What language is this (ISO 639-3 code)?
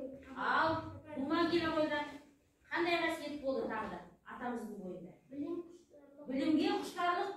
kaz